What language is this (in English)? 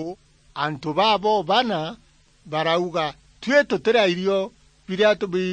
Meru